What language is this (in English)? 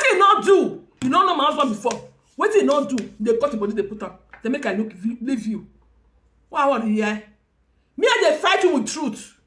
Nigerian Pidgin